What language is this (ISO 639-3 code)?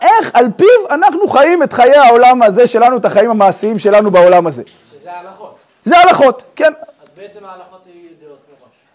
heb